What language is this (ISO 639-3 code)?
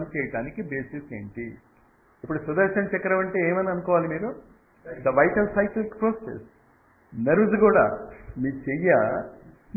tel